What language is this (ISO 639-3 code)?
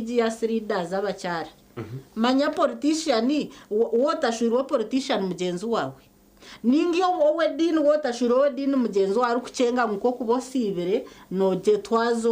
nyn